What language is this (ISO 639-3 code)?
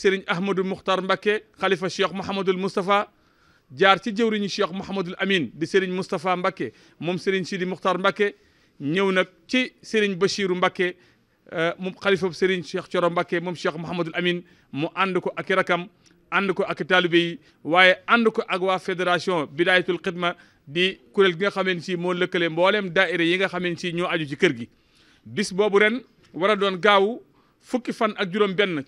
wol